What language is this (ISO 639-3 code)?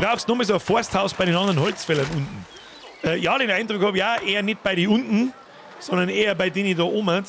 bar